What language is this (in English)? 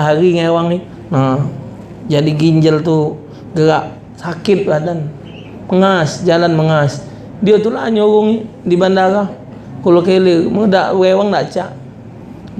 Musi